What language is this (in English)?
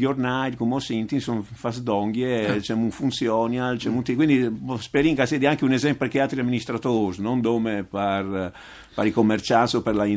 Friulian